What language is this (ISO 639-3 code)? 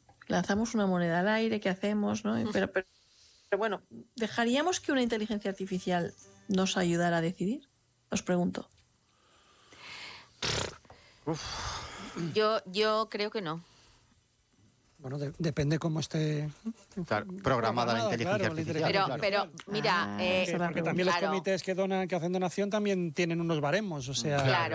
spa